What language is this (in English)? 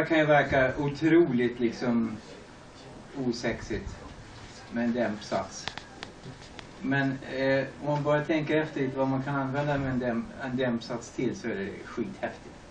Swedish